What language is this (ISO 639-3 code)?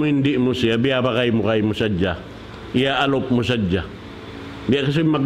tsg